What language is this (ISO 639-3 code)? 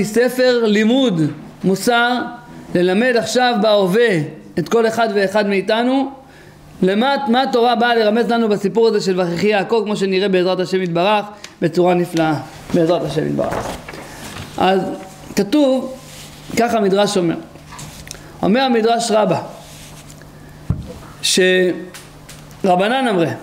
heb